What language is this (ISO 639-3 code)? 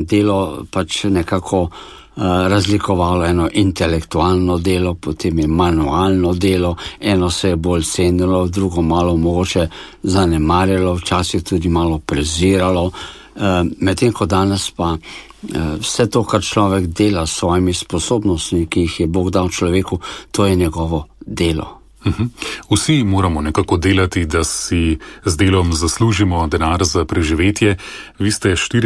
slv